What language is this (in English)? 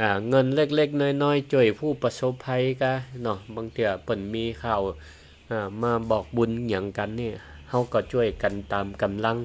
Northern Thai